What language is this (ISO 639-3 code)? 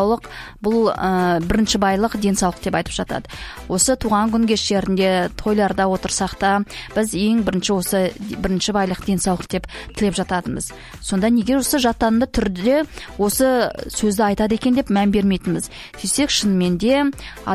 kaz